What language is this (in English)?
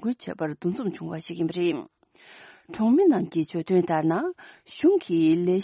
Tibetan